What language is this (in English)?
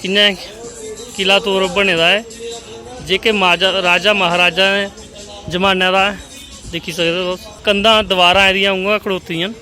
Dogri